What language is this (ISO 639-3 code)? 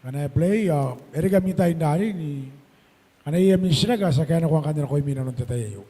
gil